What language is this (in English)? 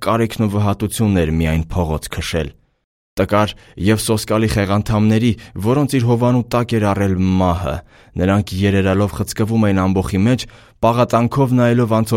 Armenian